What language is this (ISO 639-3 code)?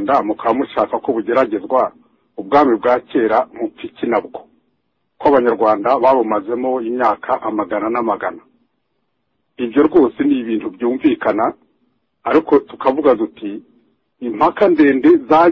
kin